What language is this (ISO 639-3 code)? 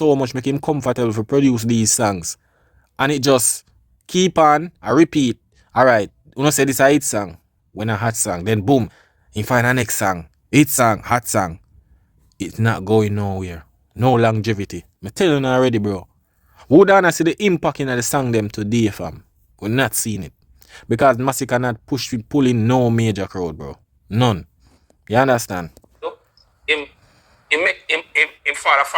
jam